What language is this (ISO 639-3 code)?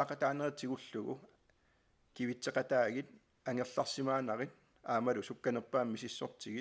kal